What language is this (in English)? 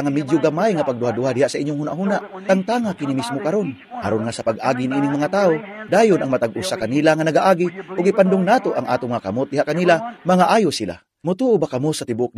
Cebuano